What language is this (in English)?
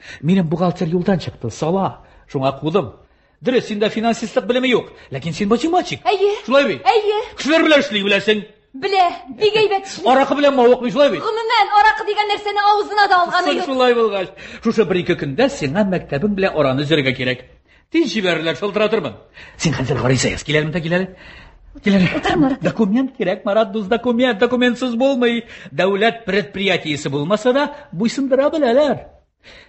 Tatar